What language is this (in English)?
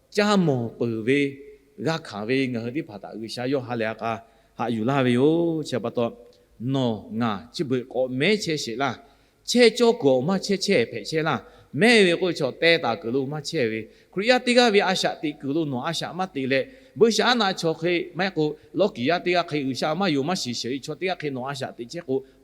Lahu